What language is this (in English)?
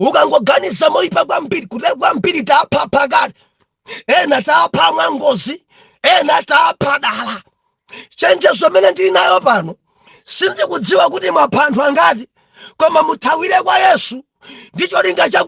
Nyanja